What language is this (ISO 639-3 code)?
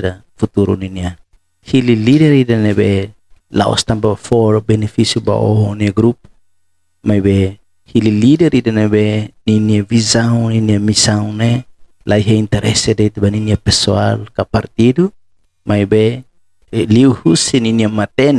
tet